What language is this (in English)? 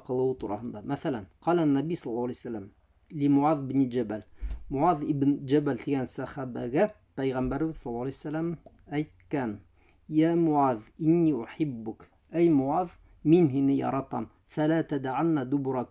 Bashkir